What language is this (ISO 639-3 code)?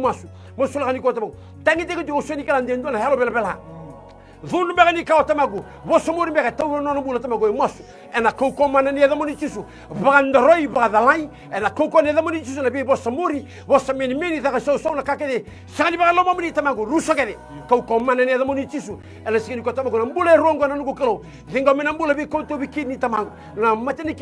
fij